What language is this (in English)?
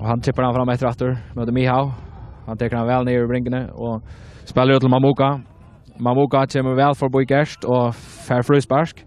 Faroese